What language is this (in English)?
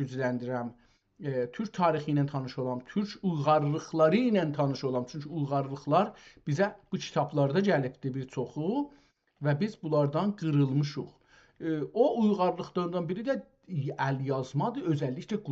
South Azerbaijani